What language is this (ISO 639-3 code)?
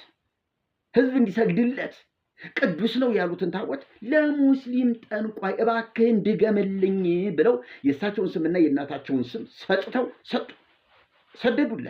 amh